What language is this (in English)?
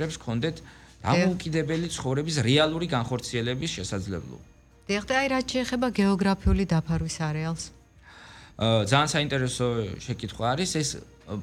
Georgian